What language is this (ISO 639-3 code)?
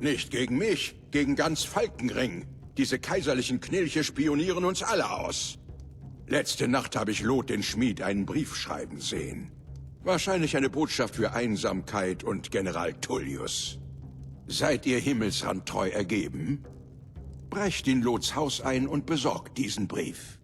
bar